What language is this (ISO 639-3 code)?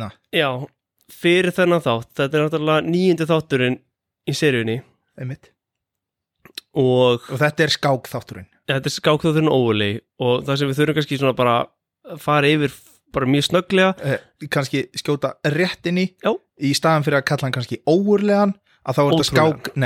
isl